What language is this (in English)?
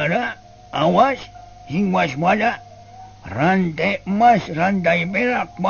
Sundanese